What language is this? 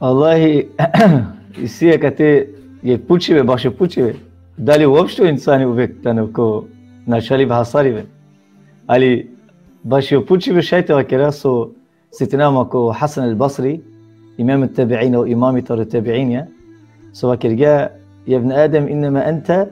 Balkan Romani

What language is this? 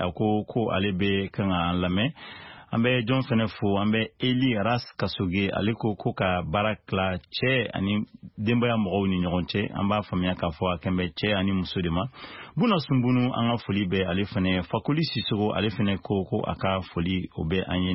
Bambara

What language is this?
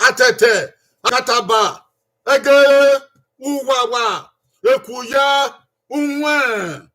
Bini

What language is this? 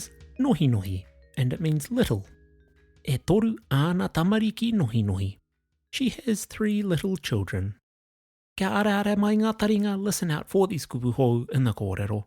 Māori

